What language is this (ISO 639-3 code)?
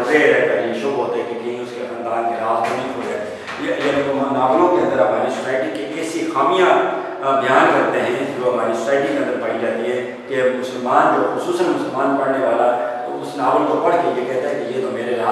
urd